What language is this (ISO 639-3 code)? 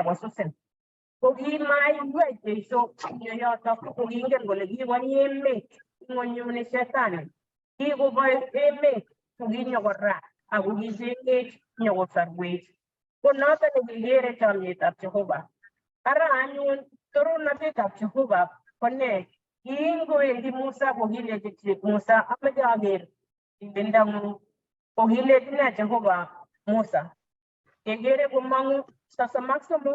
kln